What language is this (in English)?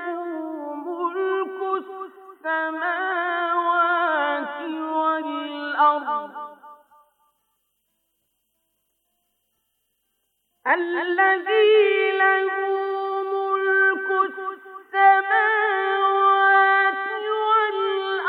Bosnian